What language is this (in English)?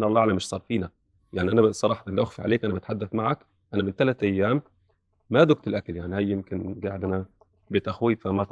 North Levantine Arabic